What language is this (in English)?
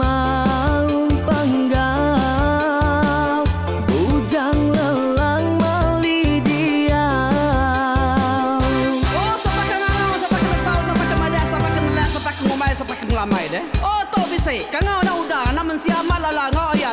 Iban